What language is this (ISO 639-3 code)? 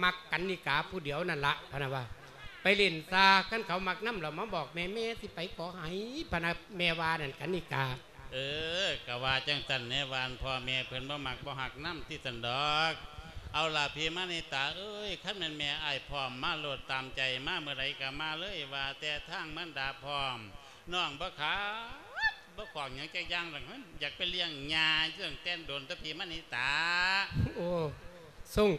lao